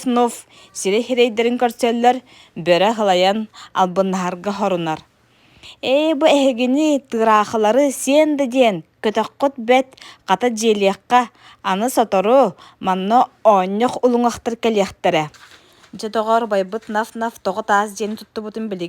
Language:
Yakut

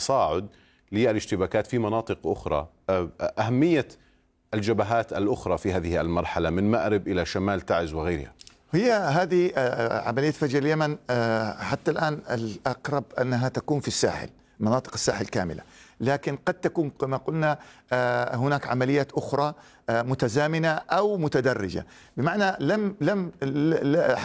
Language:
Arabic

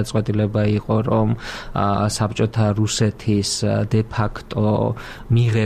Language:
Georgian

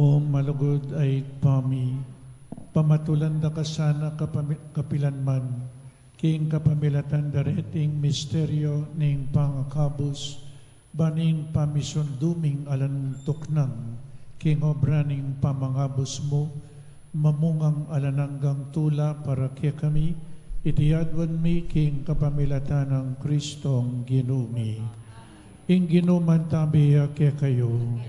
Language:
Pampanga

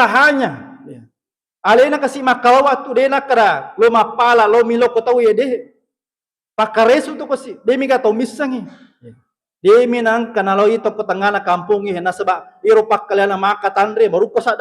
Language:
Buginese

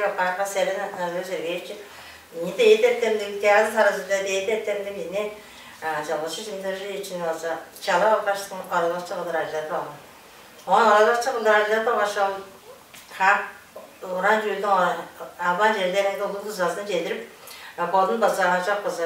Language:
Tuvinian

